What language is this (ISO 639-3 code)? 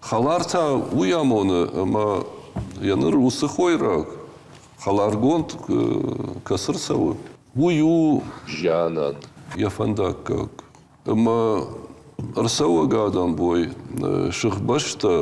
oss